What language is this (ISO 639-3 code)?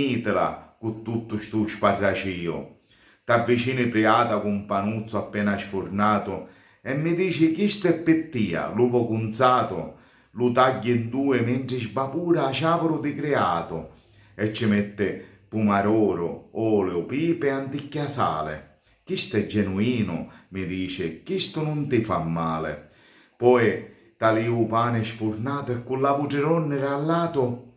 scn